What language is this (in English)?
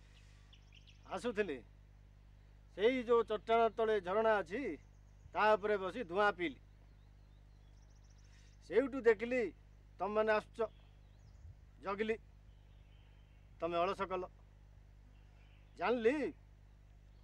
Odia